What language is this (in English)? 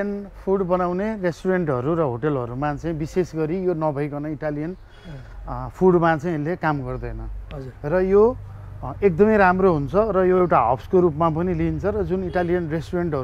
Nepali